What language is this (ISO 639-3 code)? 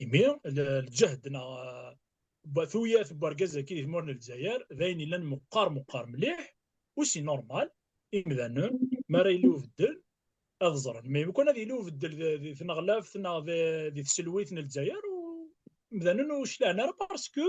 kab